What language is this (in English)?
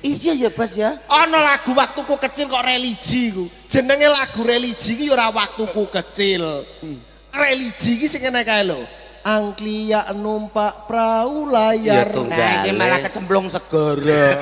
Javanese